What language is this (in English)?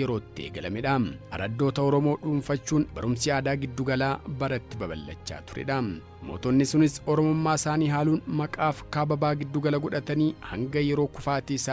Oromo